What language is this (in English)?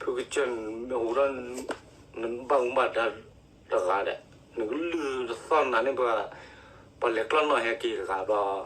S'gaw Karen